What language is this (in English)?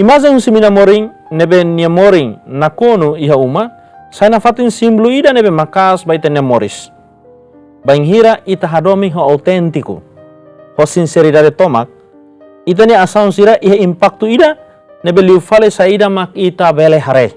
Tetum